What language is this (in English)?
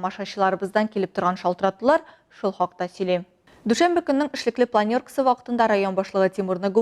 Tatar